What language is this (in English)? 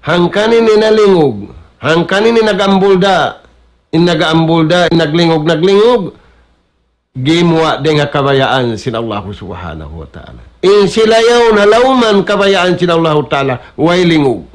Tausug